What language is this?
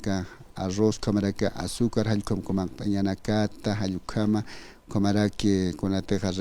Aymara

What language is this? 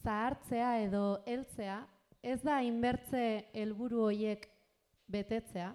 Basque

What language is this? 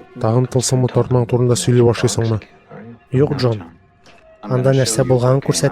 Tatar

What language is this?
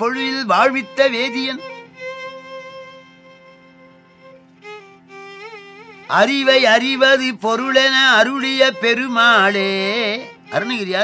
Tamil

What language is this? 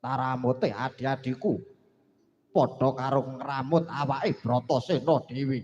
Javanese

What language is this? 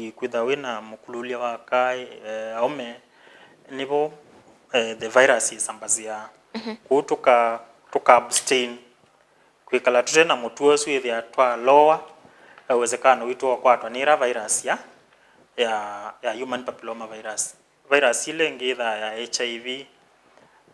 Kamba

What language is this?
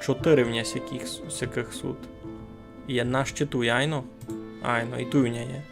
Rusyn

